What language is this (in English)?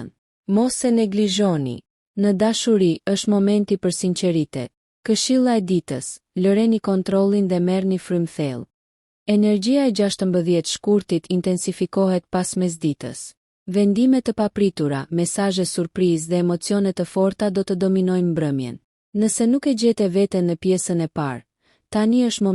Albanian